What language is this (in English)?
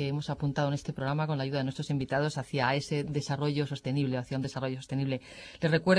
Spanish